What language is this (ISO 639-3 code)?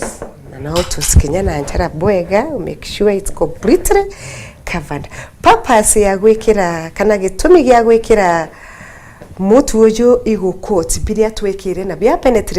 mer